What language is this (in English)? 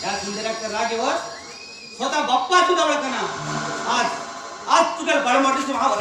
Konkani